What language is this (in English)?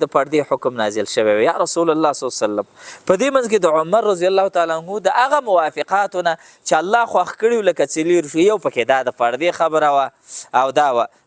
Pashto